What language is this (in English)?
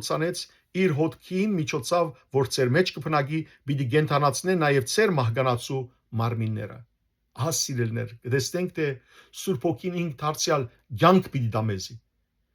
Western Armenian